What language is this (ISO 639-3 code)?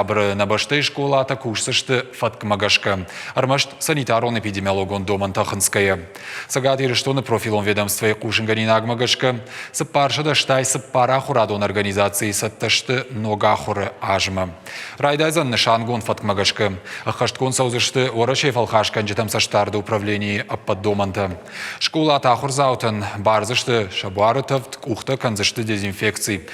oss